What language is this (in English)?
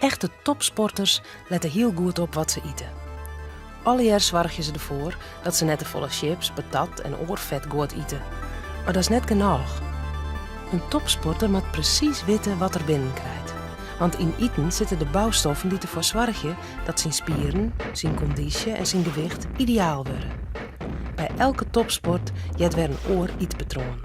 Western Frisian